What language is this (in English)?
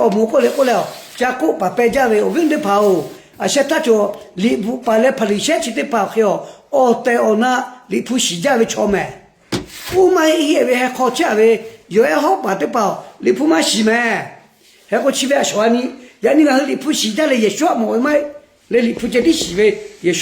Lahu